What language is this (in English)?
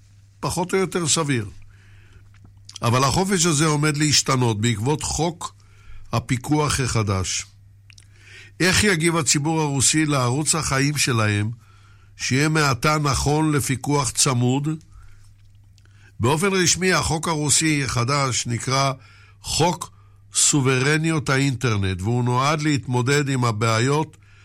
Hebrew